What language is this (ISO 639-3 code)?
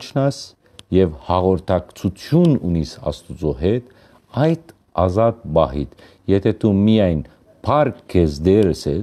hyw